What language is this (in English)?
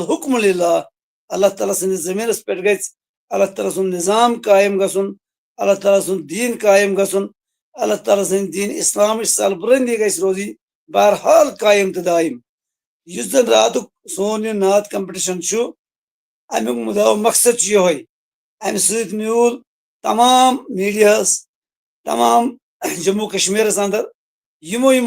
Kashmiri